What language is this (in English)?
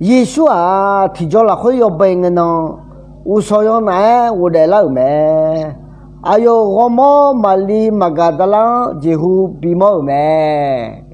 Akha